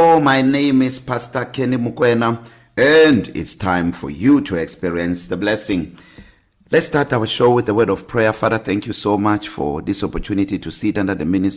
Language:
English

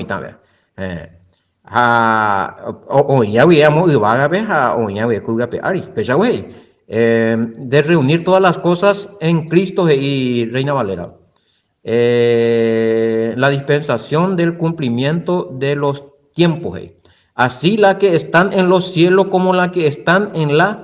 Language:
Guarani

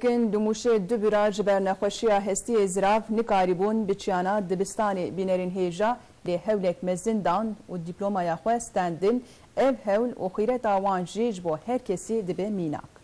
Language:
Kurdish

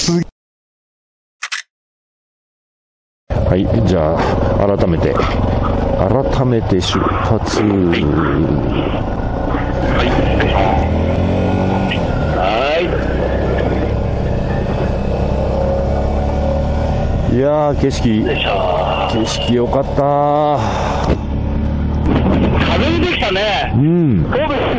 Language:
Japanese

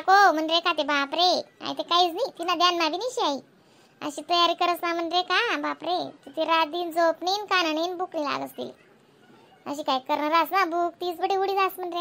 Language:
Khandesi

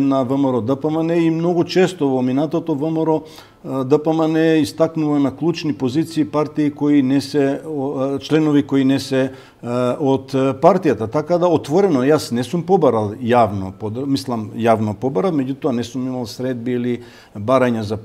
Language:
Macedonian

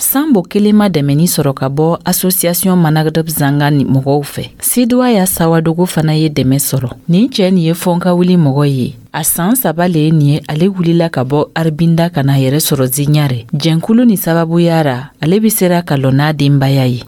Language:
Dyula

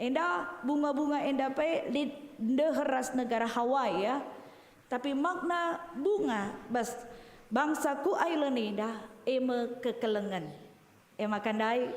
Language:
Batak Karo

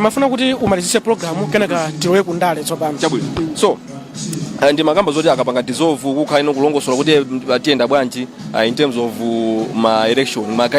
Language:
Nyanja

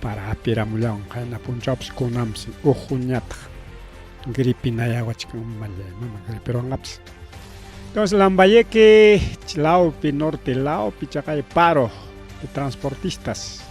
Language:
Ayacucho Quechua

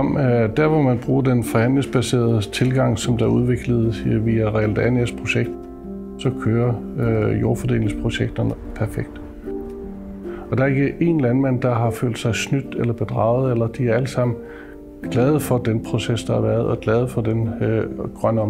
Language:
Danish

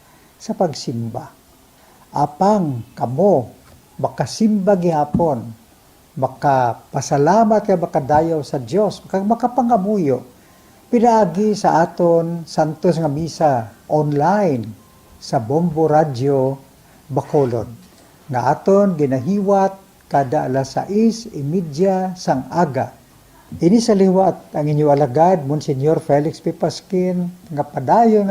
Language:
Hiligaynon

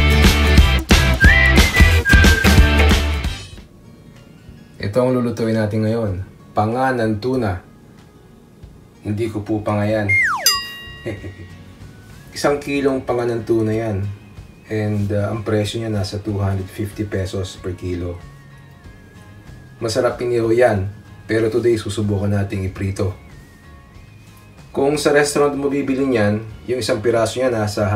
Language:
Filipino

